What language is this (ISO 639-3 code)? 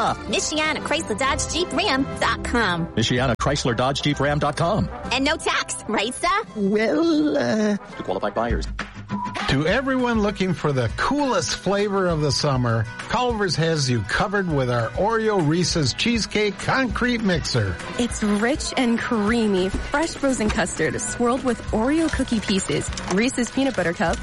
eng